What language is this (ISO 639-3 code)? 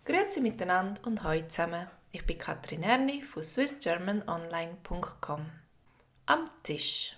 gsw